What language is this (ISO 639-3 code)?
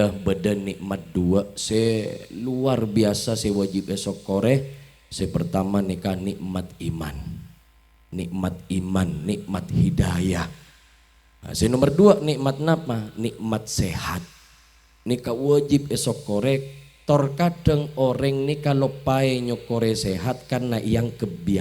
mad